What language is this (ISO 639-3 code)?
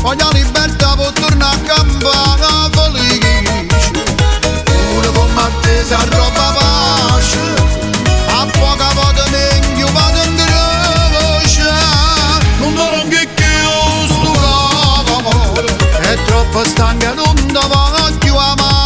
nap